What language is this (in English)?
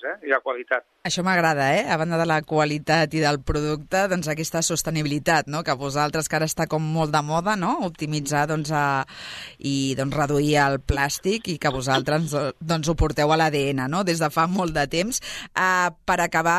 Catalan